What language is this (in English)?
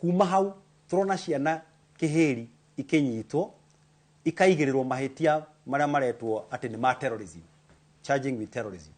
Kikuyu